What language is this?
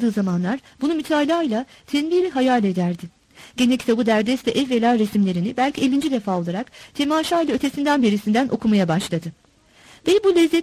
Turkish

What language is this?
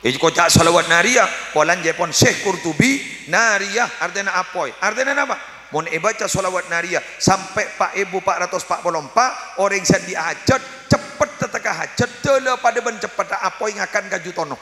Madurese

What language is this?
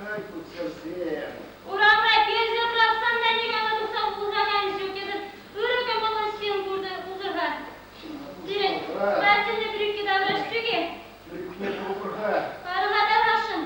Chuvash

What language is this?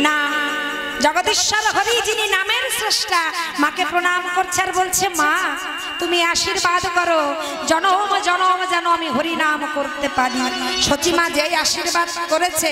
Bangla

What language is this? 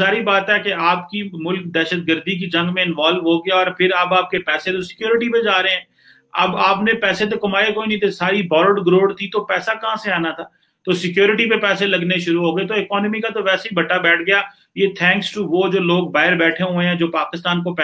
Urdu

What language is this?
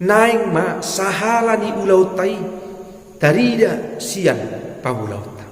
Batak Toba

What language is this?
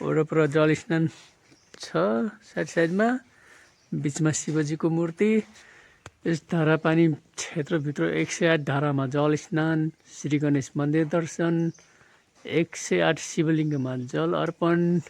Nepali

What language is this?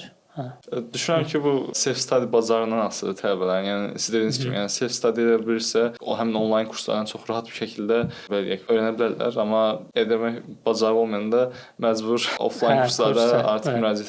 Azerbaijani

